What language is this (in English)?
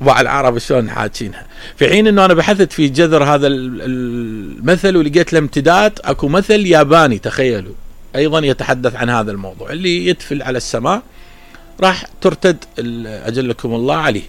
Mesopotamian Arabic